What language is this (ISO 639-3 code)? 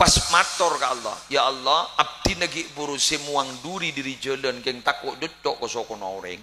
mad